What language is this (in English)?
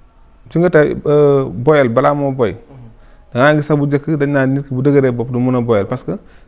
Wolof